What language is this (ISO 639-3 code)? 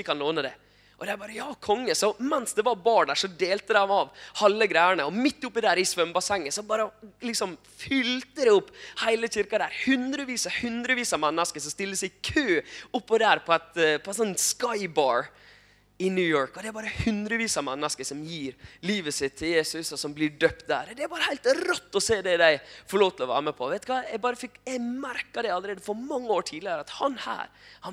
nor